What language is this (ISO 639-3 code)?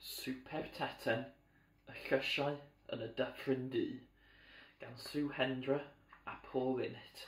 cym